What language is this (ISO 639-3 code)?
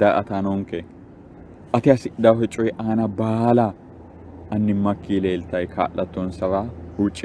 sid